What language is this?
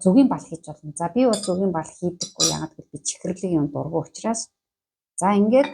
Mongolian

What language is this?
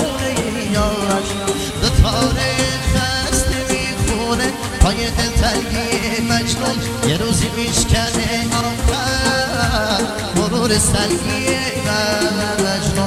Persian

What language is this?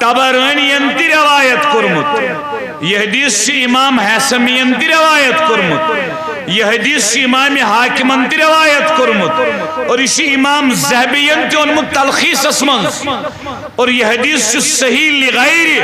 Kashmiri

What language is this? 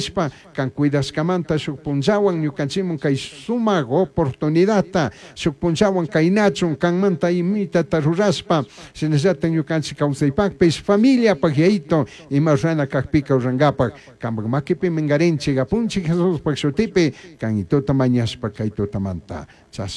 Chimborazo Highland Quichua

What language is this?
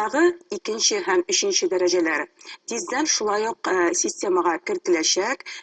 Tatar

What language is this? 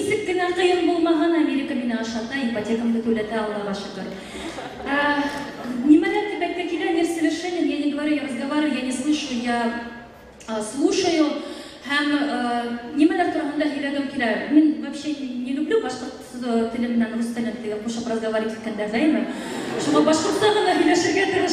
Bashkir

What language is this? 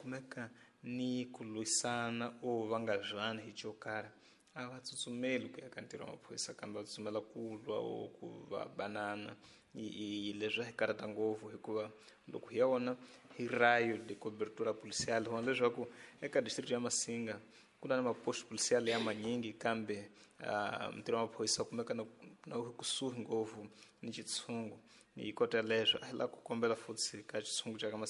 Tsonga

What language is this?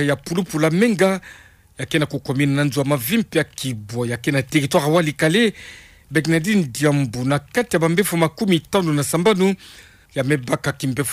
Kituba (Democratic Republic of Congo)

